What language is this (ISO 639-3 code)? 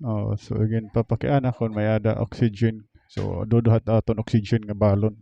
war